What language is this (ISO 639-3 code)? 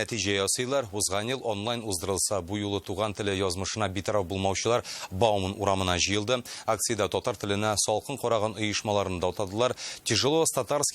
tat